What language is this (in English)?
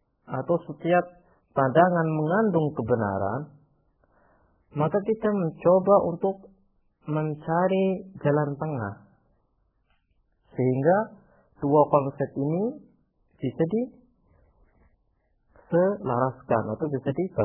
Indonesian